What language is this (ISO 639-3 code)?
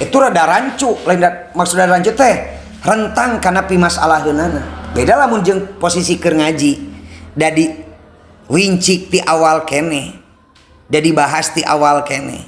sun